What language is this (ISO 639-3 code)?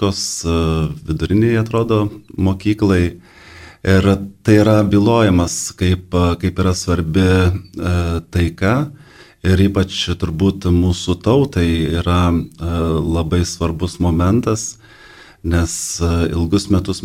lit